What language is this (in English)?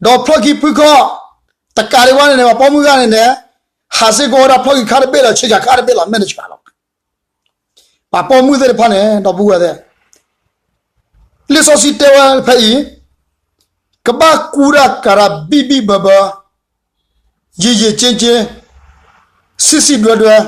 S'gaw Karen